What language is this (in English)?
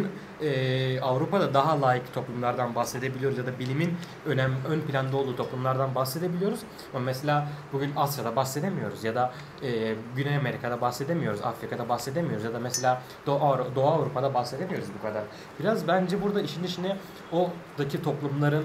Turkish